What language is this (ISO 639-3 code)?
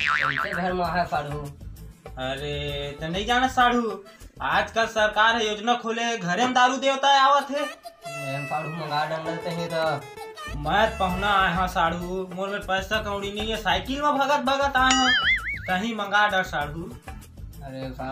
hne